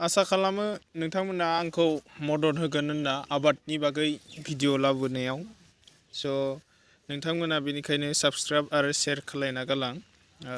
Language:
Bodo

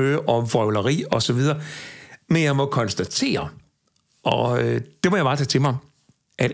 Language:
Danish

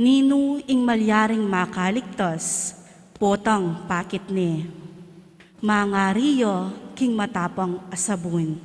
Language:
Pampanga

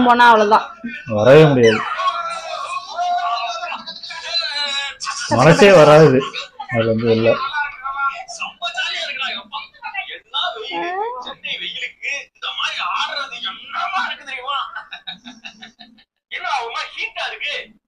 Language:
Tamil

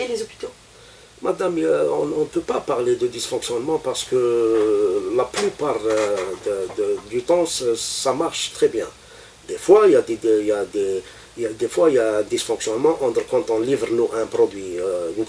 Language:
French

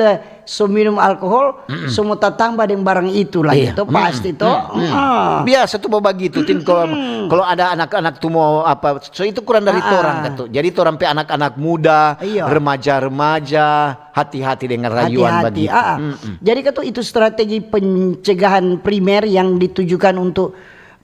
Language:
Manado Malay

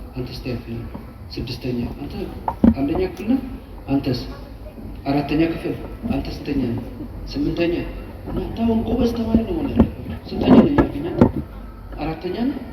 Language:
Amharic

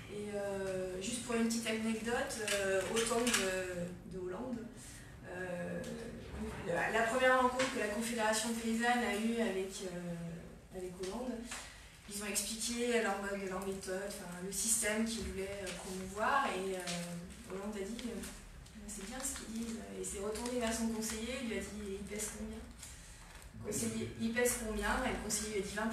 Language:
French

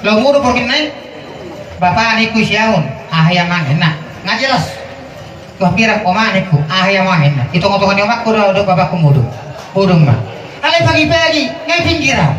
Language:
Batak Toba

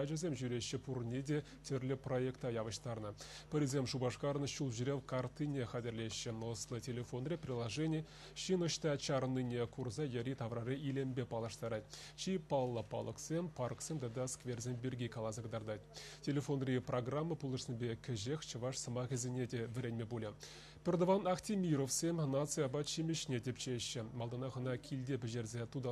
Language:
Chuvash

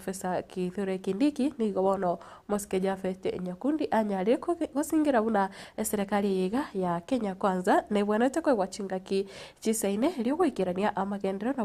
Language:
Gusii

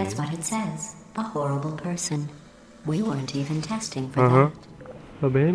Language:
Italian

